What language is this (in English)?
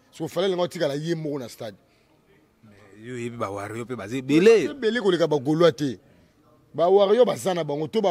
Lingala